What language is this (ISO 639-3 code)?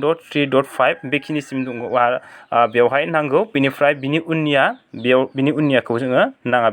brx